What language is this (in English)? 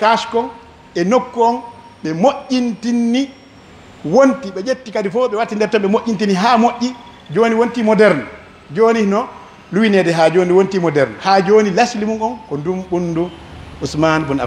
Pular